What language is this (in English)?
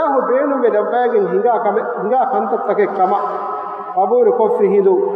Divehi